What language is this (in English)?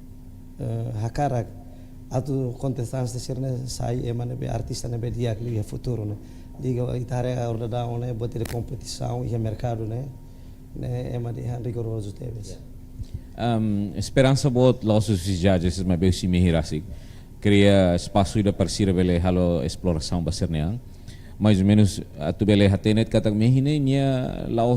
Tetum